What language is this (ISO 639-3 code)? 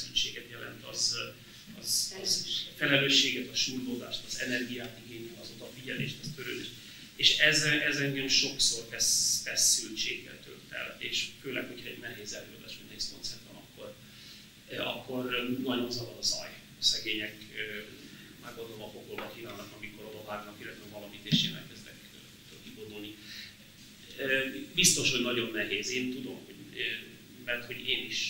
hun